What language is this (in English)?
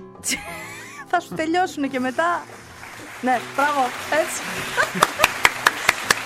Greek